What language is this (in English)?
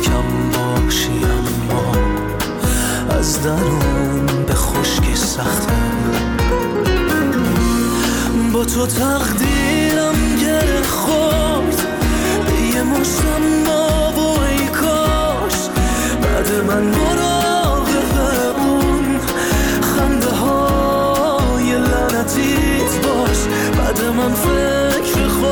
Persian